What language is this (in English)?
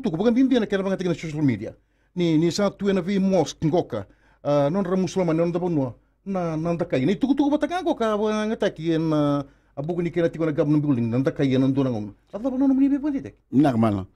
Fijian